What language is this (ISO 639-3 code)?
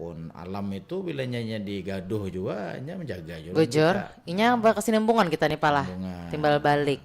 bjn